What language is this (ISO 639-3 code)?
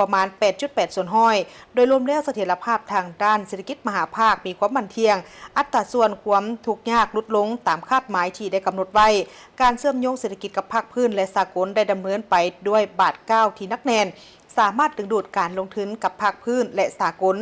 lao